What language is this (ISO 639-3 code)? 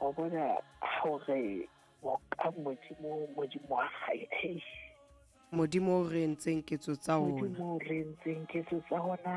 sot